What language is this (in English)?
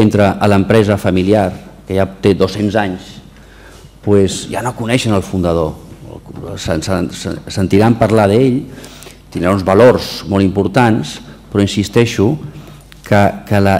Catalan